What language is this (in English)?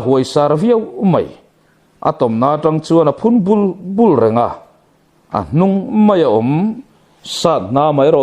Mizo